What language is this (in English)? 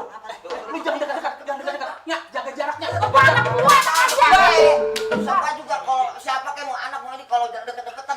Betawi